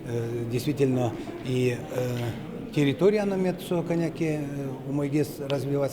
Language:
Udmurt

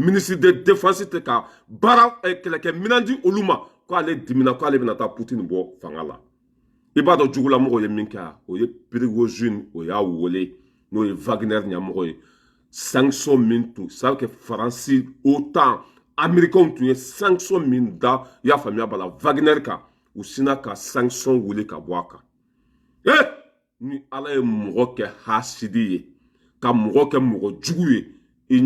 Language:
Bambara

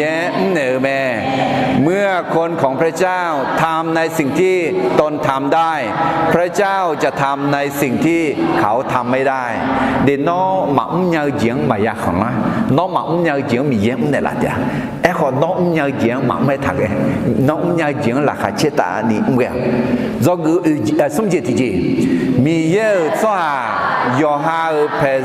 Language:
Akha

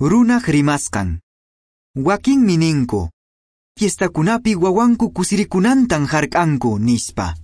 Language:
Quechua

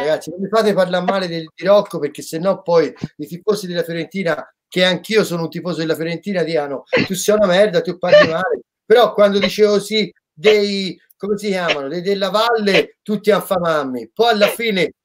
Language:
Italian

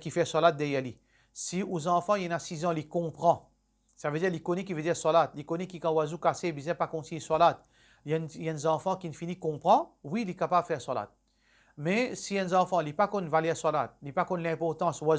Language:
Morisyen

